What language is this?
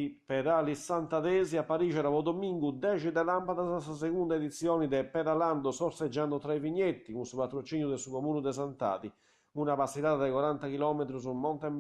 Sardinian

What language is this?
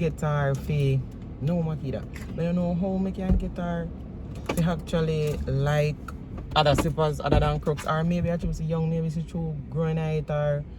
Jamaican Creole English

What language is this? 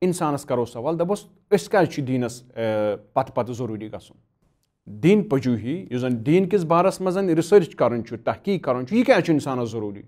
Kashmiri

